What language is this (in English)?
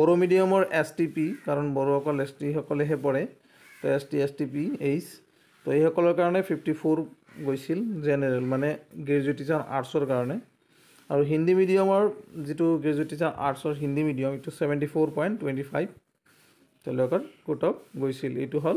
Assamese